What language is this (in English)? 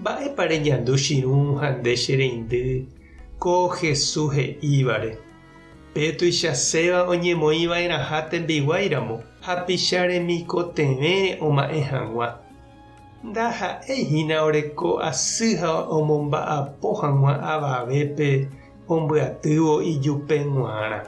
Guarani